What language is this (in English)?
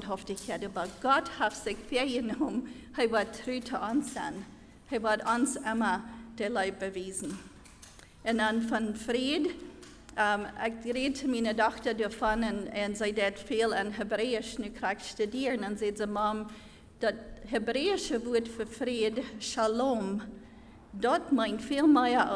Plautdietsch